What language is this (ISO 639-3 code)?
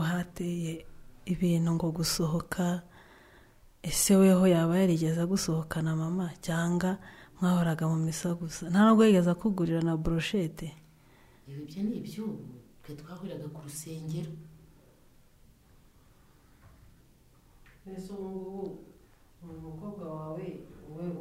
kin